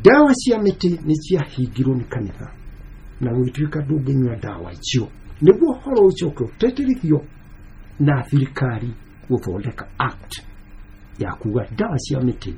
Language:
Kikuyu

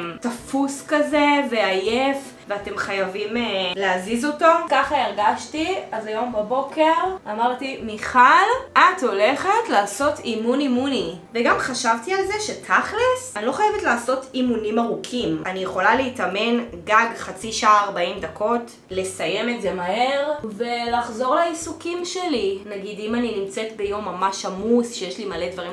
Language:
Hebrew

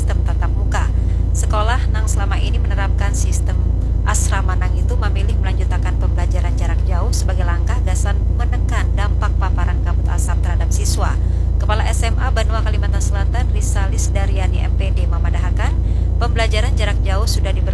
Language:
Banjar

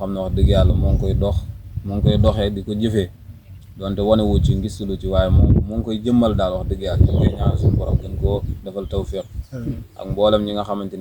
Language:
Wolof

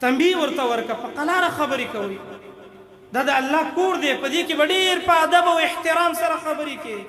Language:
Pashto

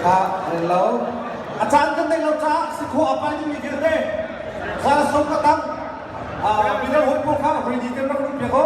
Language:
Hakha Chin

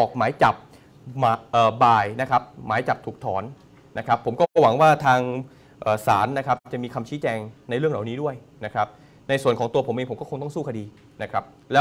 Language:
Thai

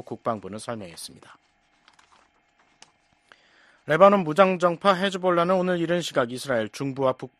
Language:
Korean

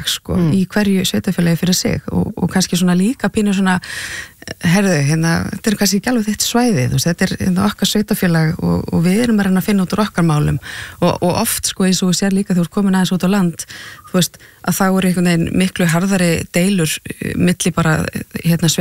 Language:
Icelandic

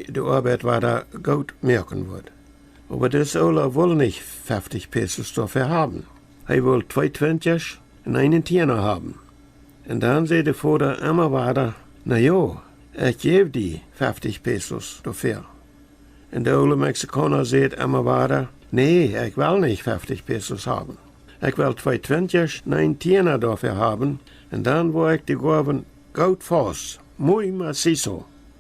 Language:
Plautdietsch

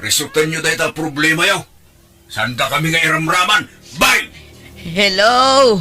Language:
Iloko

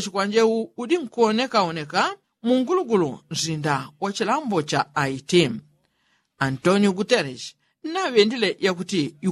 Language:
Yao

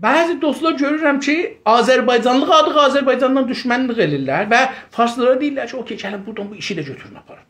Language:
South Azerbaijani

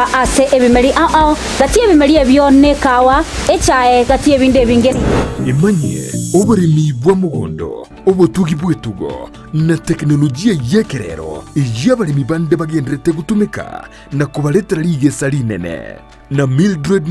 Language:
Gusii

